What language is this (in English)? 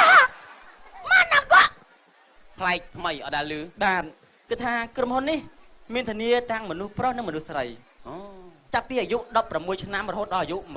Khmer